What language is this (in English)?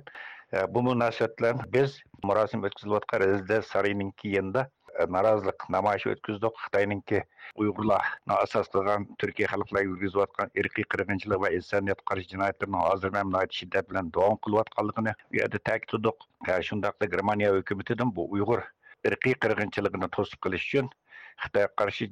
Uyghur